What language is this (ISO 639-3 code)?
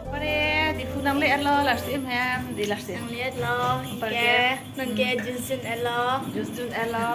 mjw